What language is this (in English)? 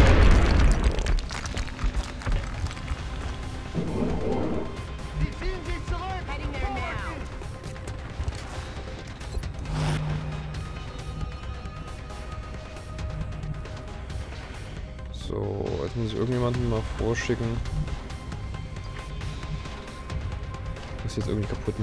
German